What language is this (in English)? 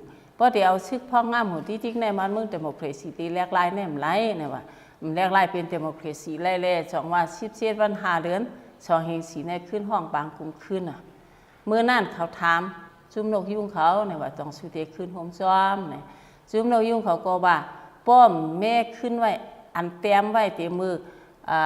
Shan